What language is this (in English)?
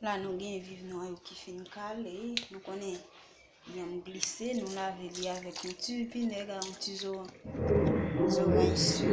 Haitian Creole